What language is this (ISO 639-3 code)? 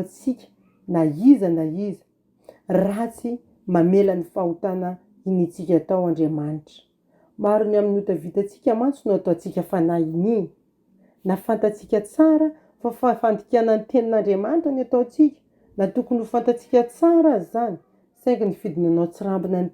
mlg